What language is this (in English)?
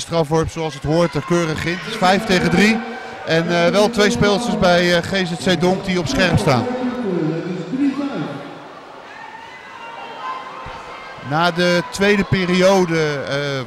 Dutch